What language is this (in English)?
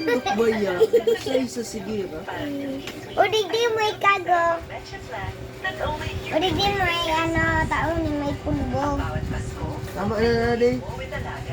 Bikol